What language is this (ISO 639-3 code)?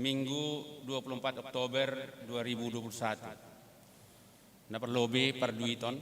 bts